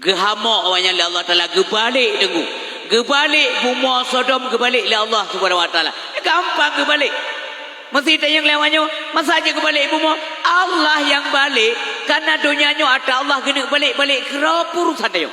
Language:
Achinese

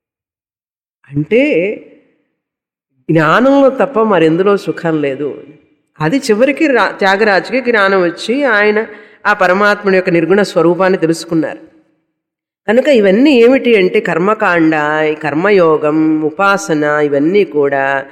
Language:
Telugu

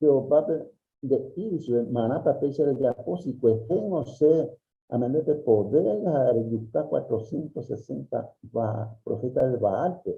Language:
Guarani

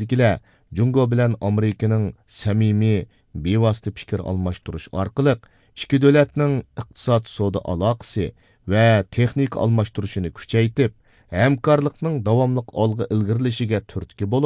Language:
Uyghur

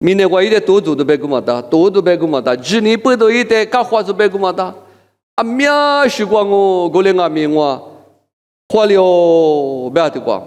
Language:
Lisu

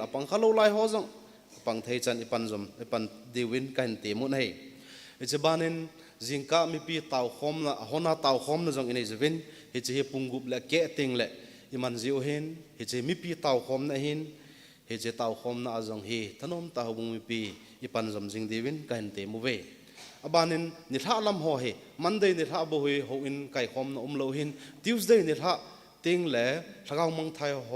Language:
Thado Chin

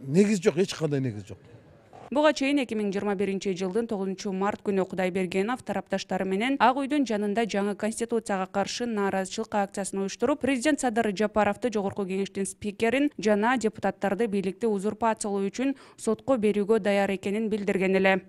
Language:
Kyrgyz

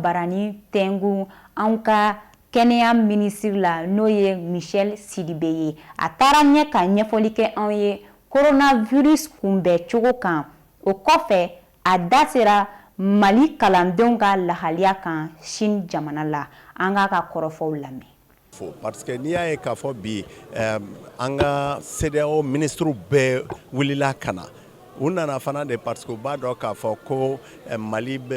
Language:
Bambara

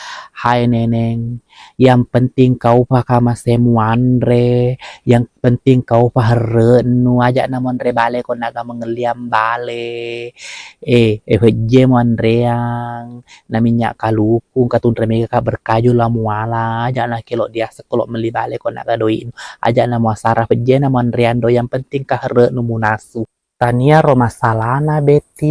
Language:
Buginese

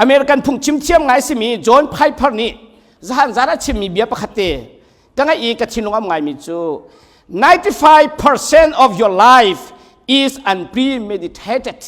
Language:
Hakha Chin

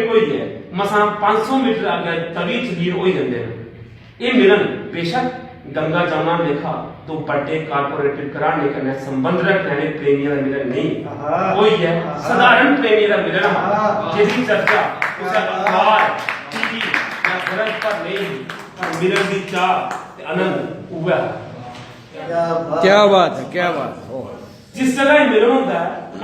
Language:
Dogri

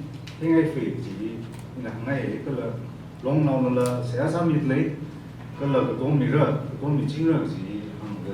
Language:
Tangkhul Naga (India)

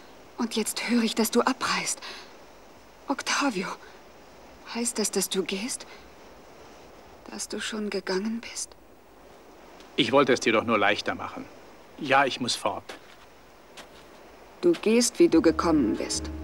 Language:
German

